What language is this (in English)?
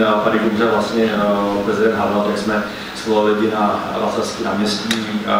Czech